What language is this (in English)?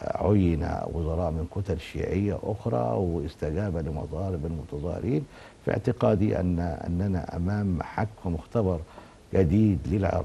Arabic